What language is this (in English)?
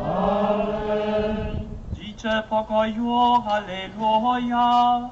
Upper Sorbian